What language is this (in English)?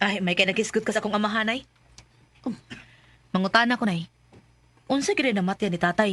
Cebuano